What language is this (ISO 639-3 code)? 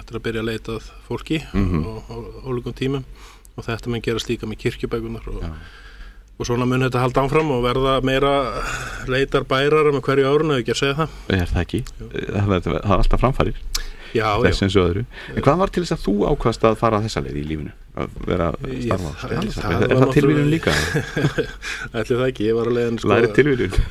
isl